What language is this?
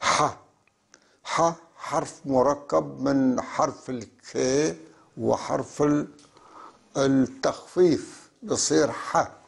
North Levantine Arabic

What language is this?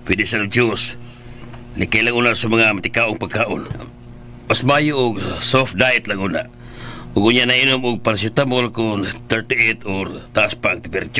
Cebuano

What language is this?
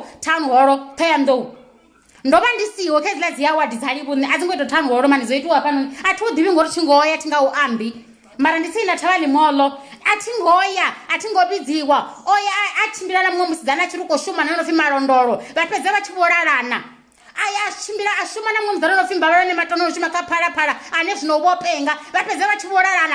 Venda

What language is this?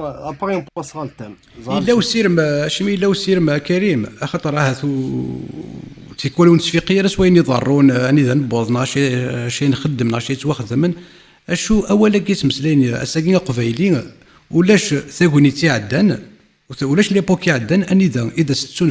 Kabyle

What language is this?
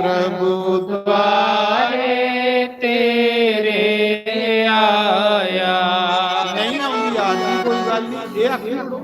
Dogri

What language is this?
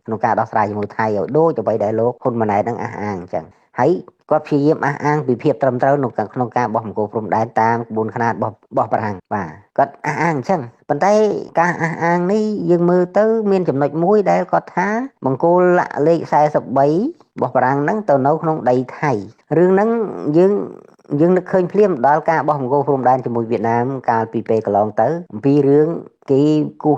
Khmer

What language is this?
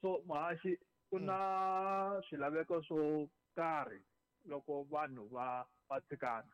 Tsonga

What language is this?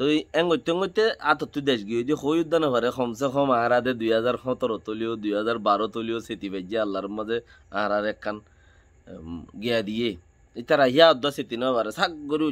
Rohingya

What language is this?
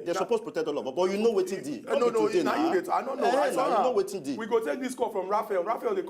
Nigerian Pidgin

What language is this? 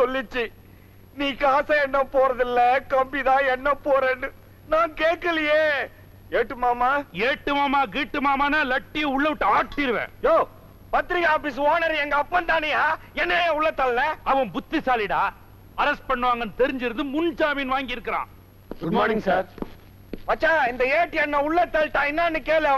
Tamil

